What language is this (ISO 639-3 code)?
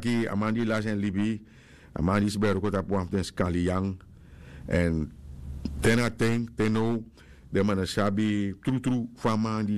srn